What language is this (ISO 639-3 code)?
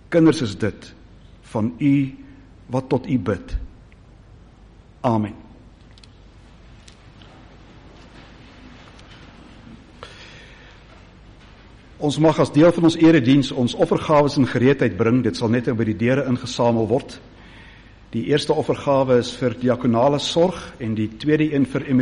afr